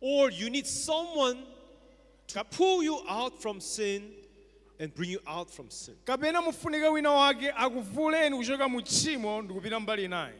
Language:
Nyanja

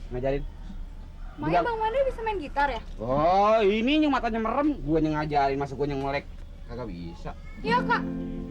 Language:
Betawi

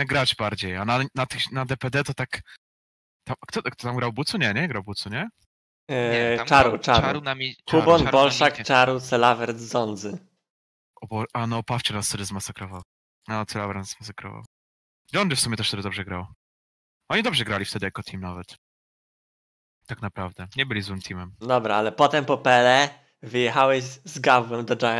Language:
Polish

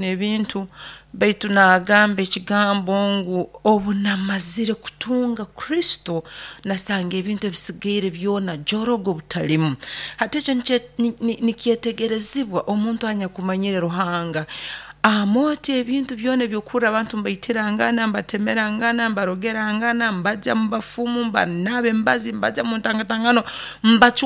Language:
Nyoro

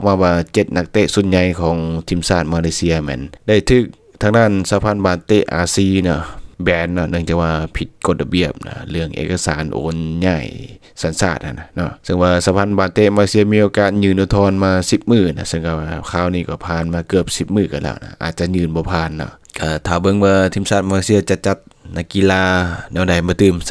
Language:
Lao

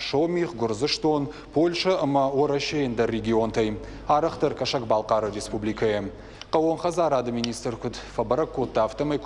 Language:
Ossetic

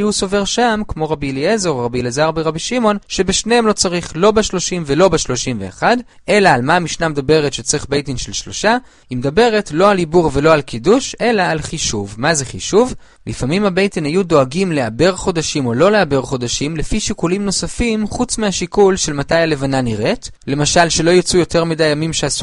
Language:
Hebrew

